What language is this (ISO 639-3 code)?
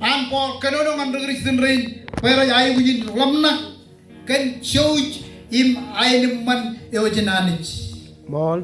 mah